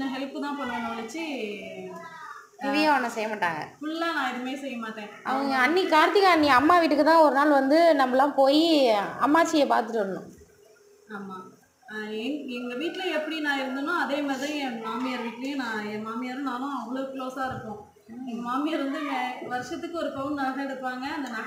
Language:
Tamil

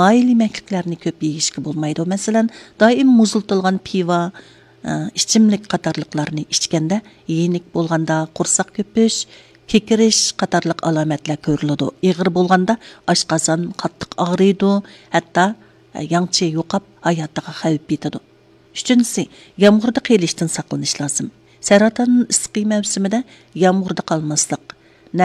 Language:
Uyghur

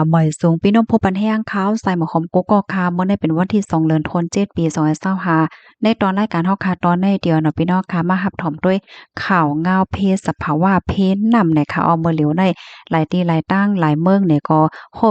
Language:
Shan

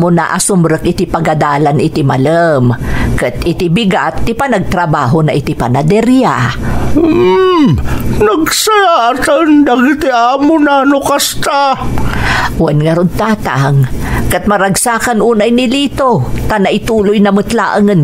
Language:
Iloko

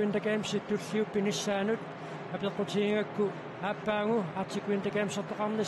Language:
Kalaallisut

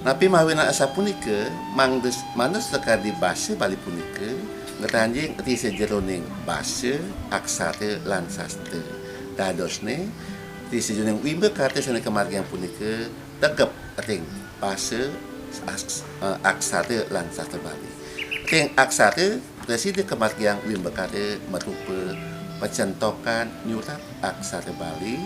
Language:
Balinese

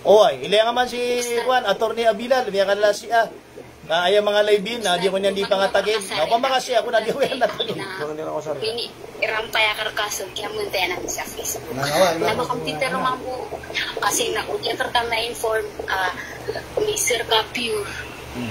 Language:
Maranao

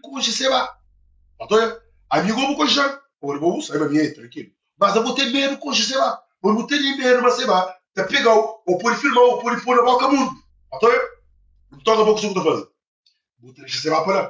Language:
Kabuverdianu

